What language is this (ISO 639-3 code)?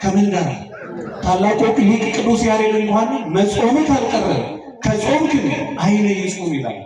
amh